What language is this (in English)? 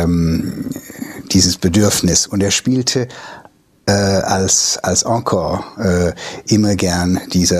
German